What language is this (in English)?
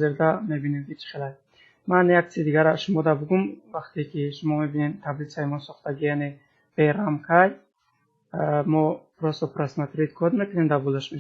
Tajik